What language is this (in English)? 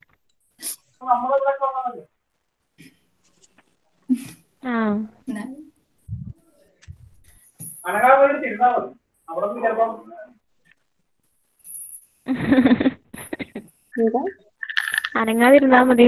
Malayalam